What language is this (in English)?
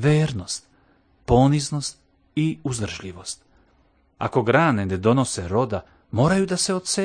Serbian